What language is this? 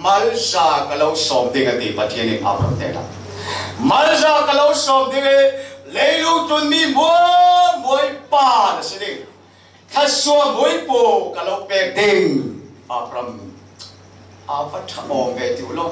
Falam Chin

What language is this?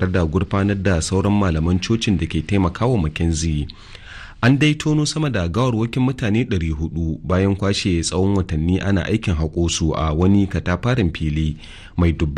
Hausa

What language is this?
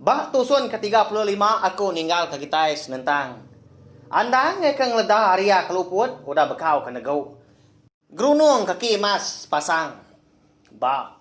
Iban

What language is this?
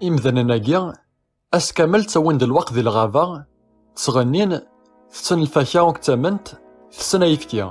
Kabyle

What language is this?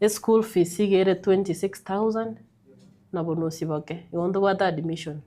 Gusii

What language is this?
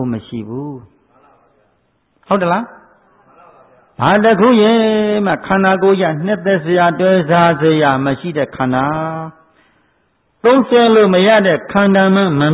Burmese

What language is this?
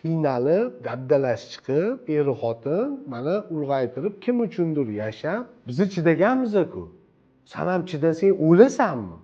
Uzbek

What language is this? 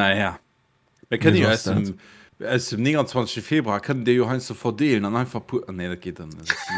Luxembourgish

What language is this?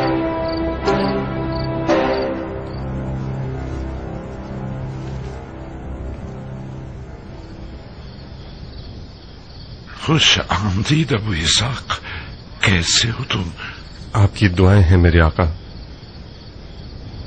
Urdu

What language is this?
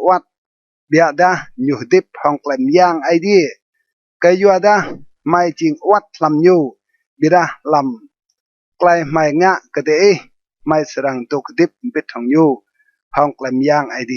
Rade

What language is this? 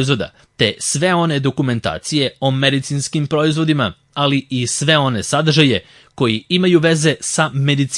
Serbian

